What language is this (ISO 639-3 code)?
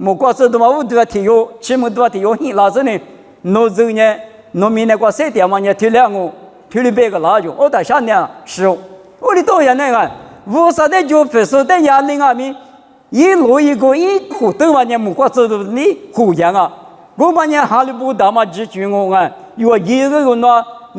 lis